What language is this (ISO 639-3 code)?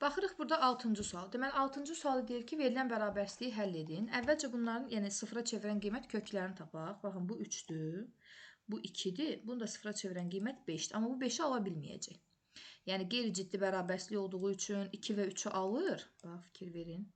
aze